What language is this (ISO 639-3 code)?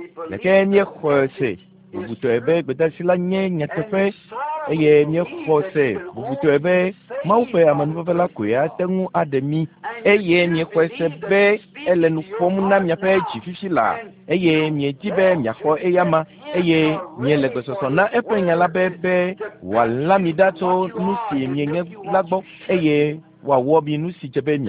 ewe